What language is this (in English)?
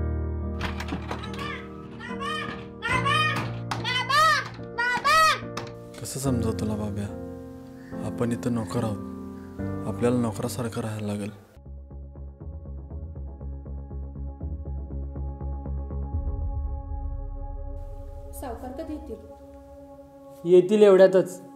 Marathi